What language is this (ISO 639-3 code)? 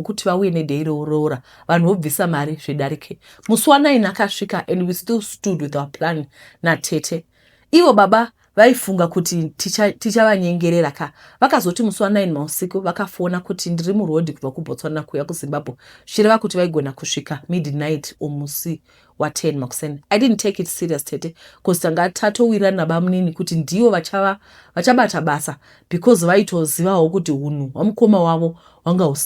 sna